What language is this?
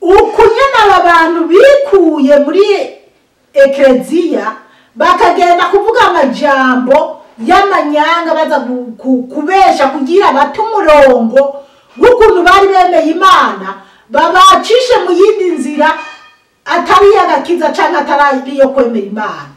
Rundi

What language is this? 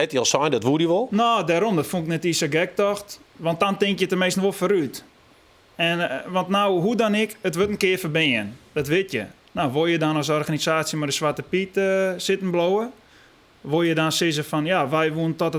Western Frisian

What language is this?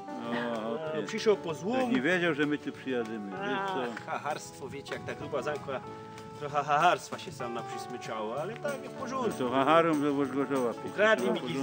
Silesian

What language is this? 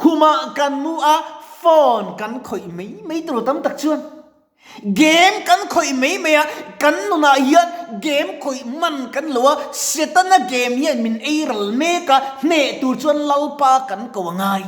Mizo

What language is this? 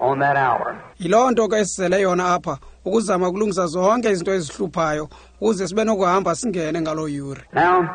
Xhosa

